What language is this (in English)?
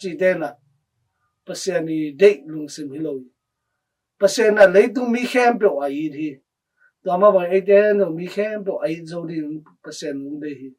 Tedim Chin